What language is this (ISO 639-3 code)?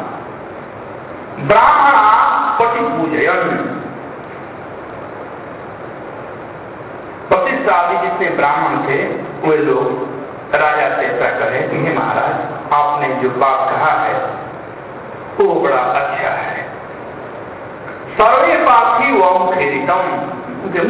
hin